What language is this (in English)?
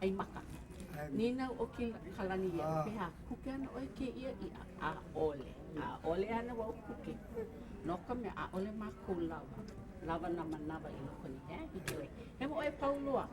Hawaiian